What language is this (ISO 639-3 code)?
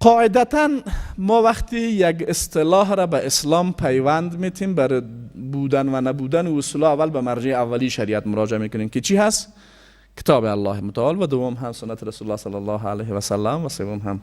fas